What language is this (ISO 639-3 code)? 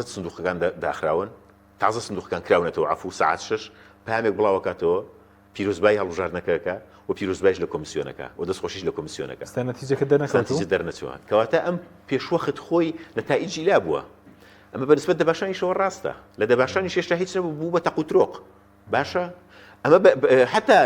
ckb